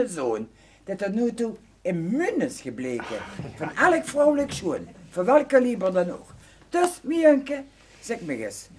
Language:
Limburgish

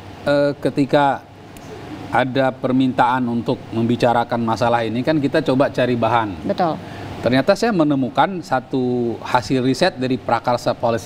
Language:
Indonesian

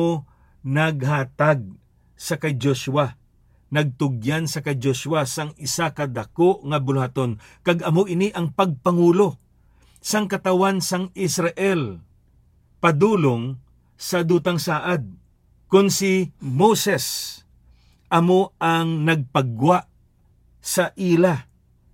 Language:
Hiligaynon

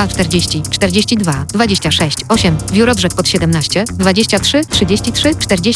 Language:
Polish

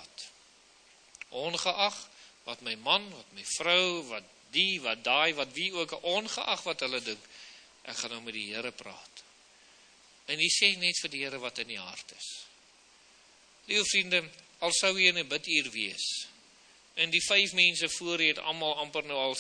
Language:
Afrikaans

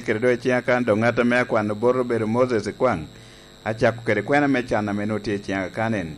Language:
Lango (Uganda)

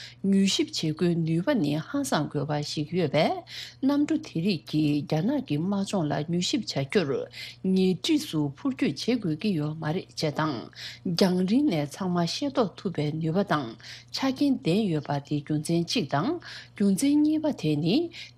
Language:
Tibetan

